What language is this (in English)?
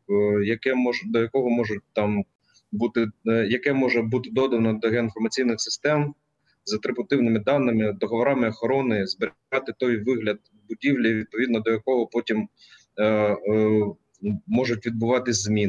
Ukrainian